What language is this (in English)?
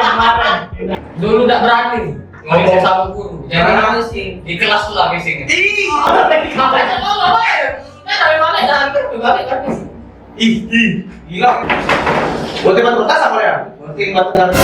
Musi